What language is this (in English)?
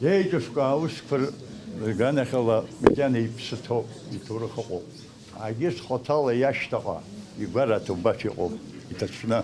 Abkhazian